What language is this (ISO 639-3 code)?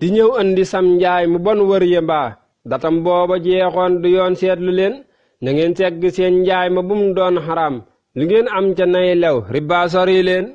wol